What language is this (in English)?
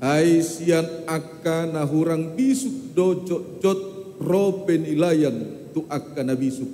Batak Toba